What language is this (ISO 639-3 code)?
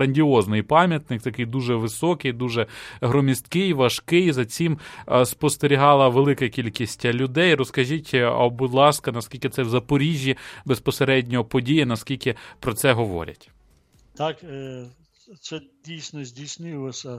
ukr